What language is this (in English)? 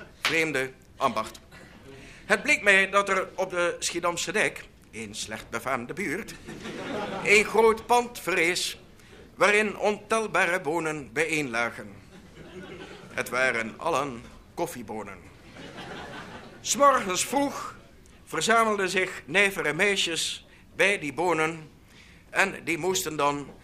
Dutch